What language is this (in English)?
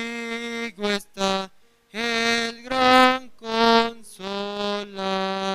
South Bolivian Quechua